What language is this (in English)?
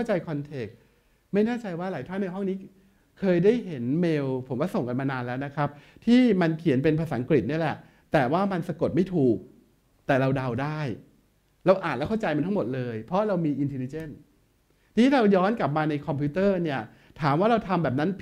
Thai